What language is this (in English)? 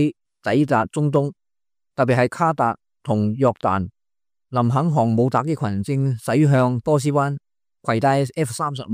Cantonese